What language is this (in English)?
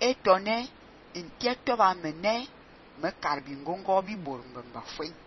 Fang